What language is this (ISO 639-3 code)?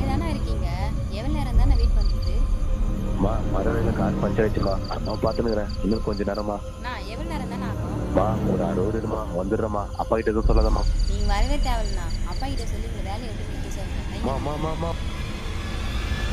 tam